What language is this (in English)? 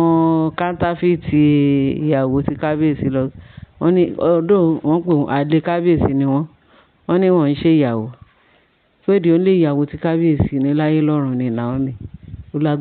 Yoruba